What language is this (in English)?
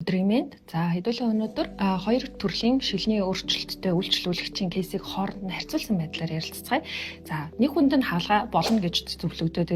Mongolian